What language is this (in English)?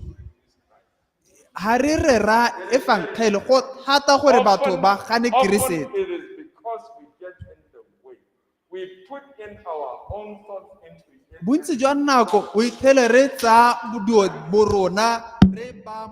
Tswana